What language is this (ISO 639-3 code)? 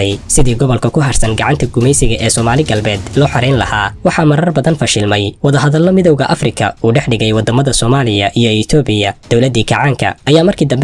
som